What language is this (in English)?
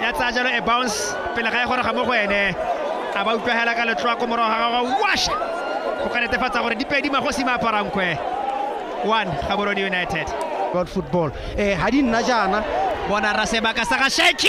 Tswana